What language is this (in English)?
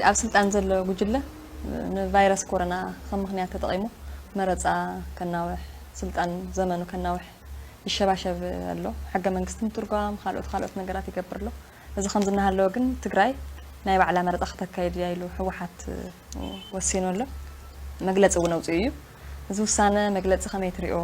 Tigrinya